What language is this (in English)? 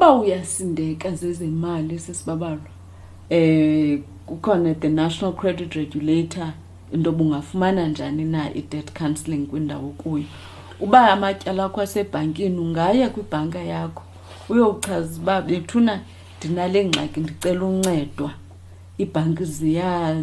Xhosa